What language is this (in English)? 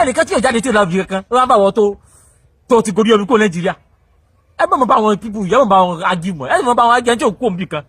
Yoruba